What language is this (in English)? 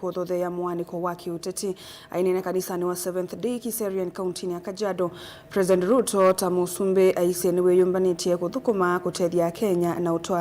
Kamba